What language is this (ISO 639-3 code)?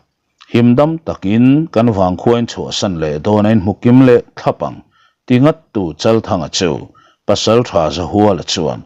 lus